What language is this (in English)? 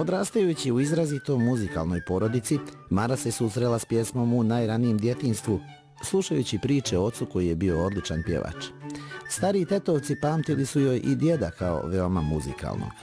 Serbian